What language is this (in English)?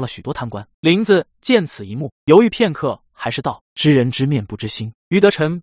Chinese